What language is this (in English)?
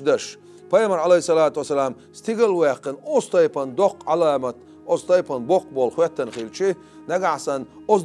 Chechen